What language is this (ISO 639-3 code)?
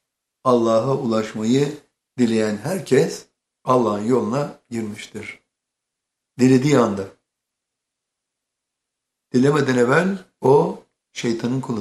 tur